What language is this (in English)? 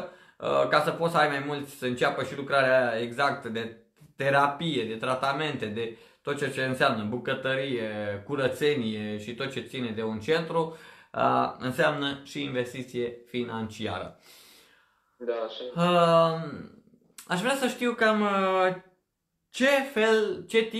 Romanian